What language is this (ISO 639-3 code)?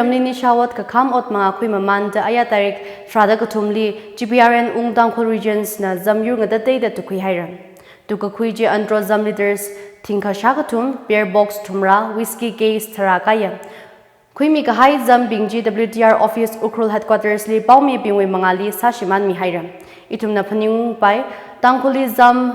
nmf